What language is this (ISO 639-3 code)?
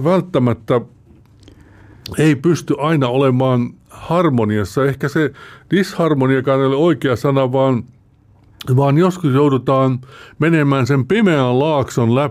fin